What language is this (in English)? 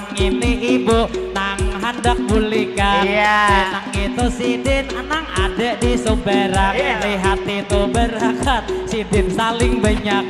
Banjar